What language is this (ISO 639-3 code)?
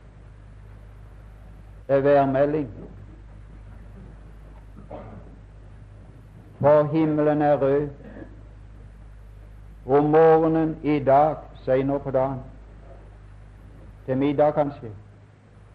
nor